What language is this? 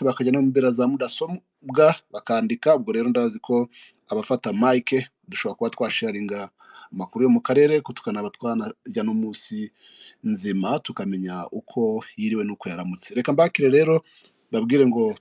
Kinyarwanda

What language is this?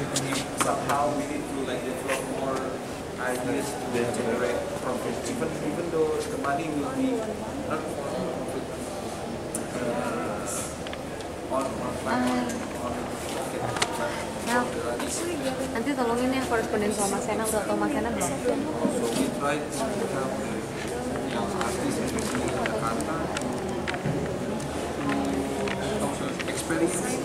English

